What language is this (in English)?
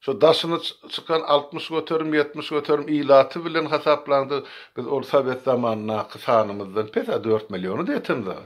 Turkmen